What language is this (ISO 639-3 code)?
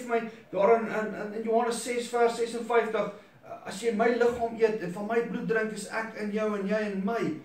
afr